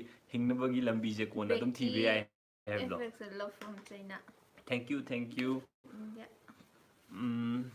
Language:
Manipuri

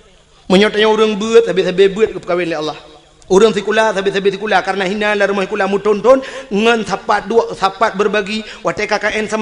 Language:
Achinese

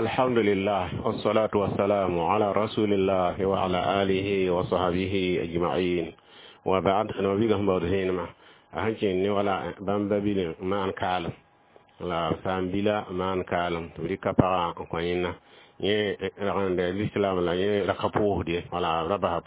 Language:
Mossi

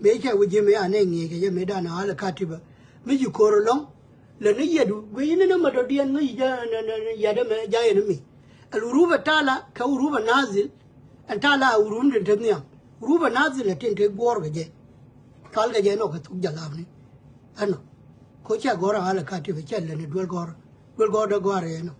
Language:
Nuer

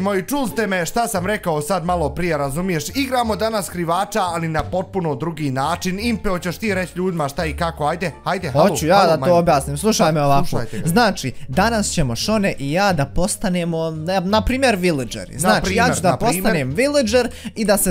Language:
Bosnian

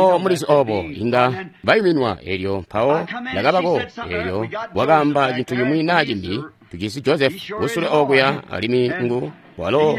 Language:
Tonga (Zambia)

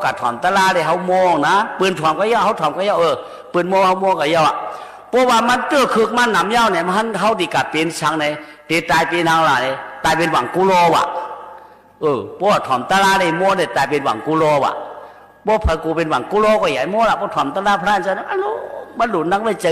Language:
Shan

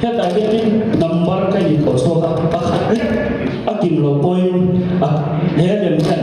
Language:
Mizo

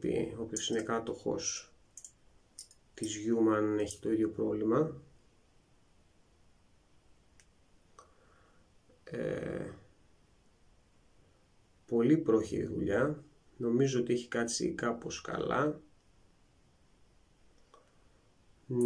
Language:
Greek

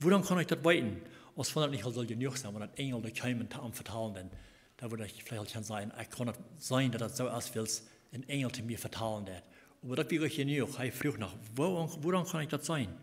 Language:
Plautdietsch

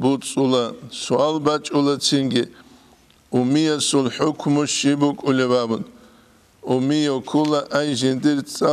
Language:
Avaric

